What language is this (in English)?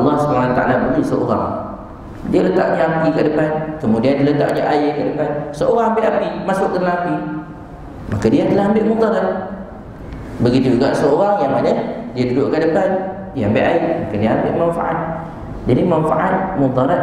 Malay